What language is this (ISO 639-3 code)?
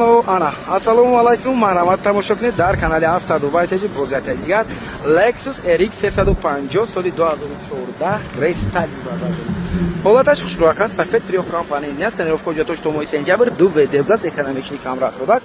tgk